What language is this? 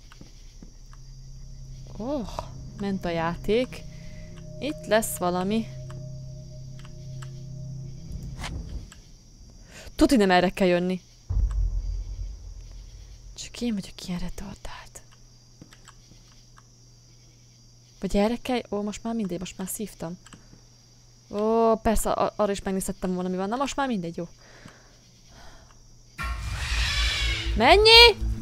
Hungarian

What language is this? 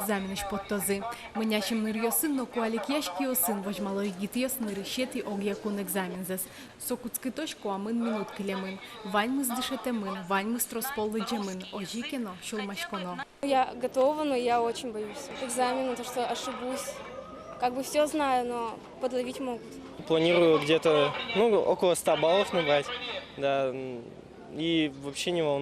Udmurt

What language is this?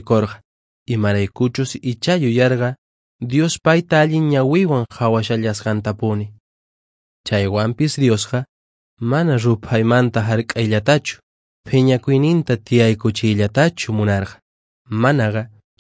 Quechua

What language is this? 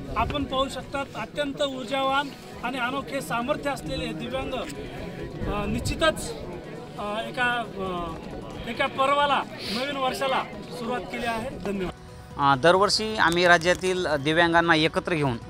Marathi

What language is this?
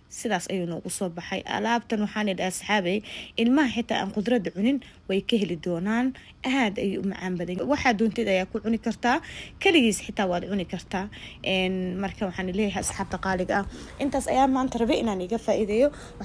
Somali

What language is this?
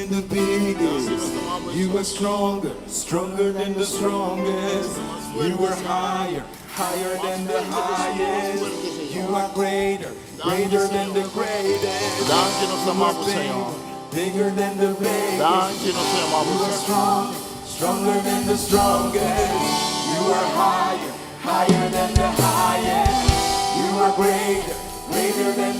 Papiamento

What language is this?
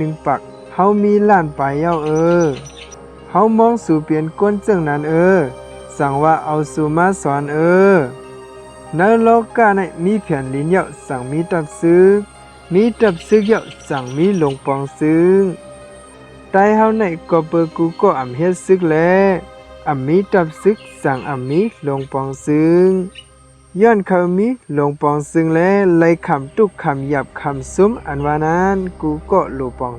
Shan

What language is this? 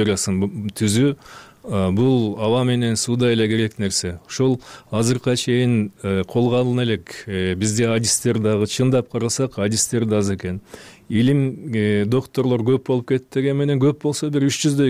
Kyrgyz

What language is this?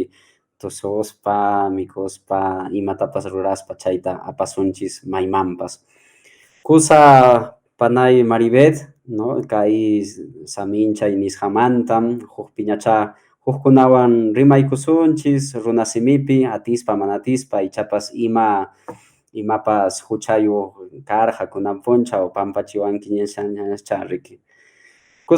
Quechua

